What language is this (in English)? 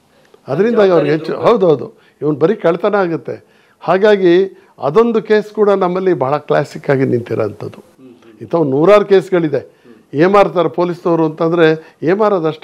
Kannada